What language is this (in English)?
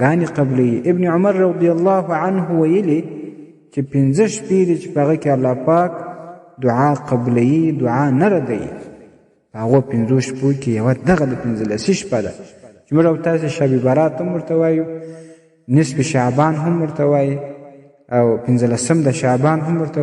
Pashto